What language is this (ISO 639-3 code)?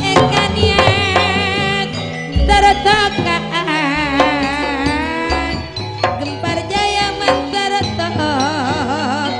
mad